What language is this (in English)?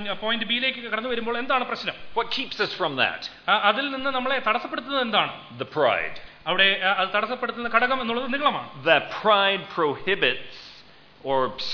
Malayalam